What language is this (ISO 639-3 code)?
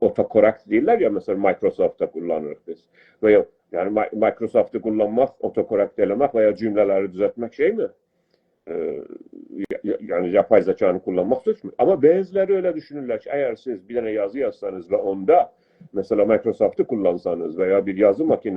azb